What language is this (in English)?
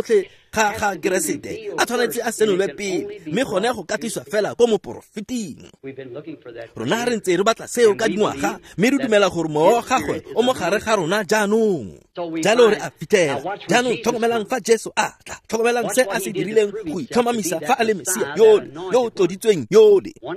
Tswana